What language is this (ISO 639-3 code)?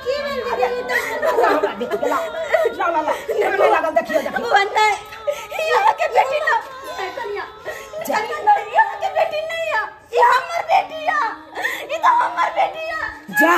mai